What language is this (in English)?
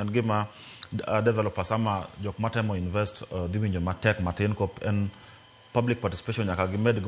Luo (Kenya and Tanzania)